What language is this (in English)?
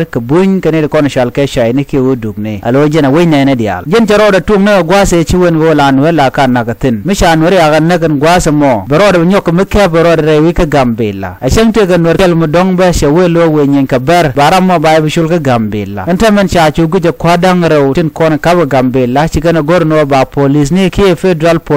Nuer